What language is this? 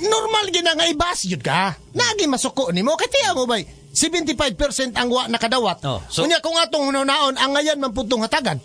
Cebuano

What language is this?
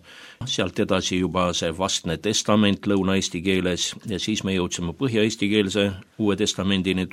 Estonian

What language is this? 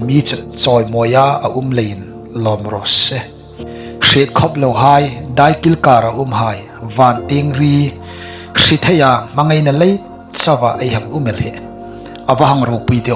Hmar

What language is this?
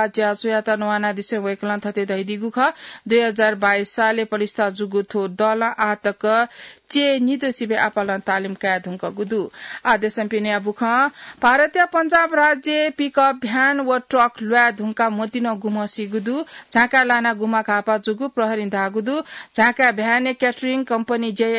Newari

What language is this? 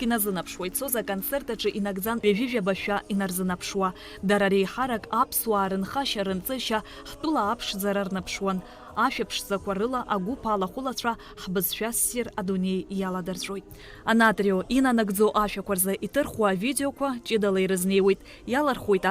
Abkhazian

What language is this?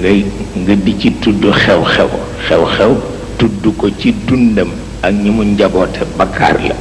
Wolof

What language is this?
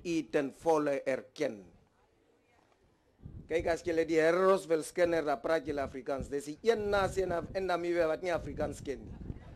Afrikaans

